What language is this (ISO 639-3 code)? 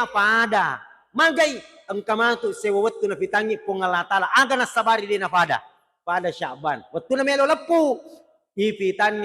bug